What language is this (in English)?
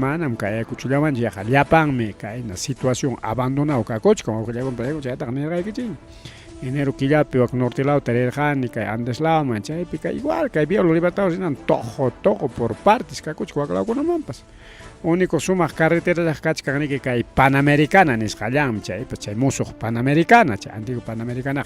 Ayacucho Quechua